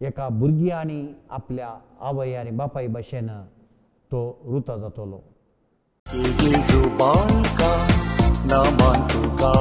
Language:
Konkani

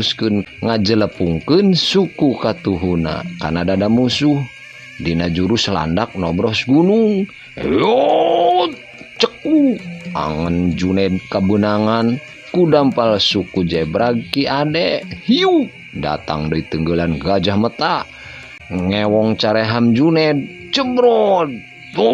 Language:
Sundanese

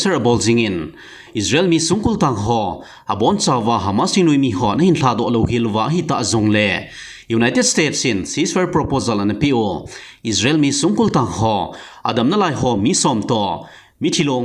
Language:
Thado Chin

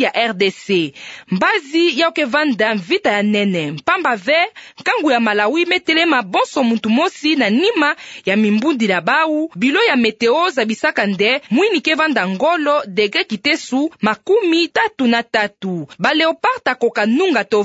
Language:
Kituba (Democratic Republic of Congo)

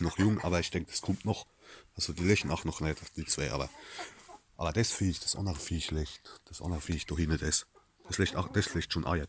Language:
Palatine German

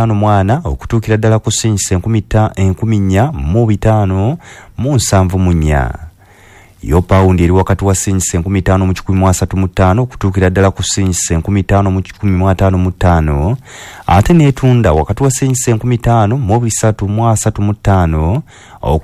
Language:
Ganda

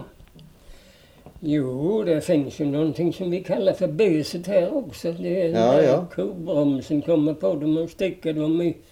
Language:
Swedish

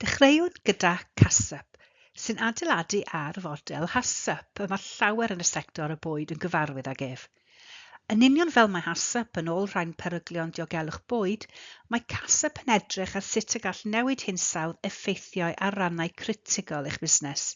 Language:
Welsh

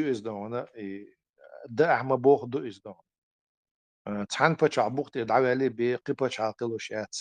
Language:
Chechen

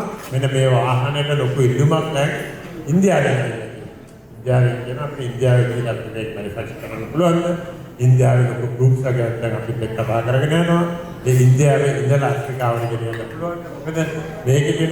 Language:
Sinhala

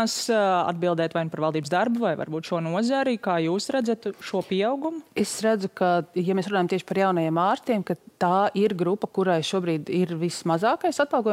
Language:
Latvian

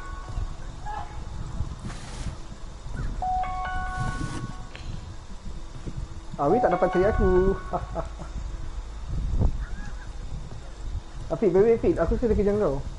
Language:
Malay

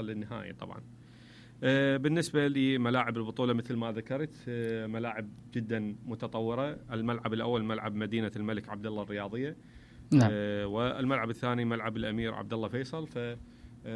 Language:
Mesopotamian Arabic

